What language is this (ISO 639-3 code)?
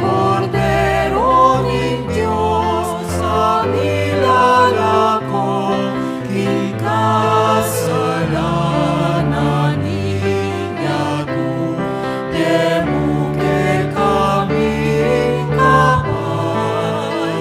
pam